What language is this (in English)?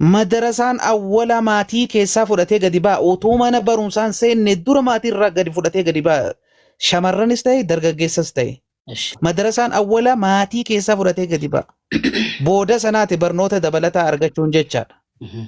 Oromo